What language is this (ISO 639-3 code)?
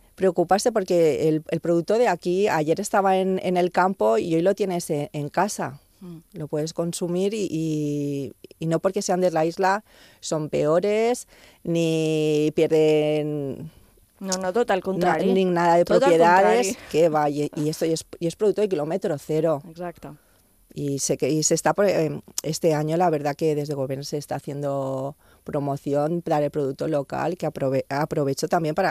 cat